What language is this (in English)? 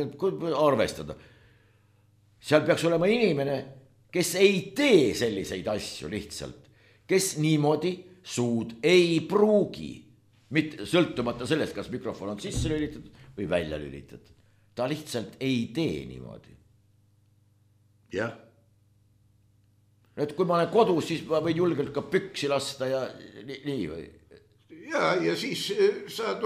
Estonian